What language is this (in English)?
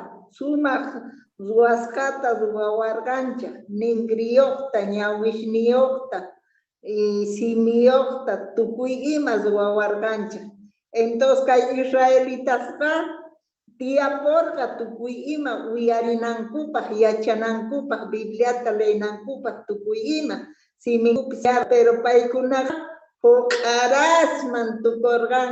Quechua